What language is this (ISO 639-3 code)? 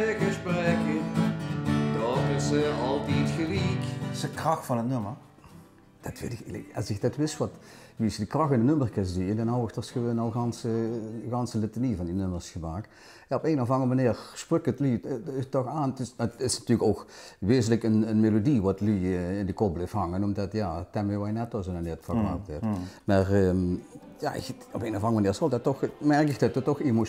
lim